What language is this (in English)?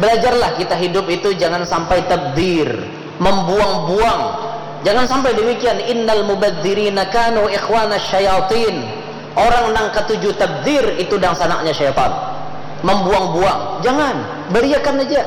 Banjar